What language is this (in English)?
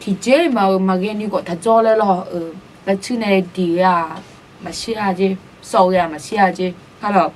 Akha